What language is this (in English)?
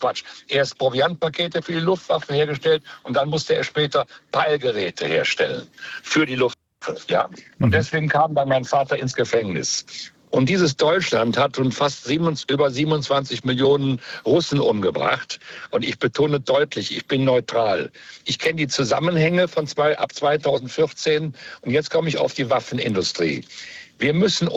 German